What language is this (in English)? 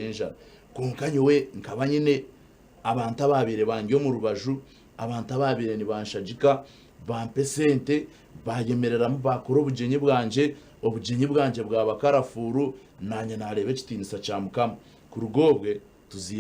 Nyankole